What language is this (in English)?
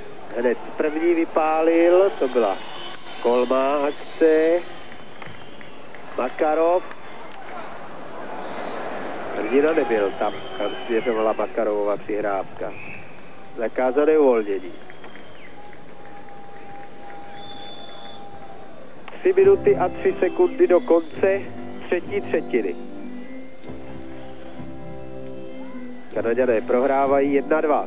Czech